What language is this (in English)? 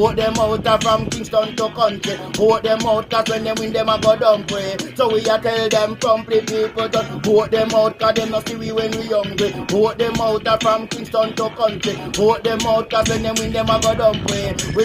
Jamaican Creole English